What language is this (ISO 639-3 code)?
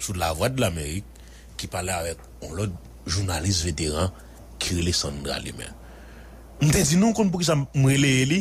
hat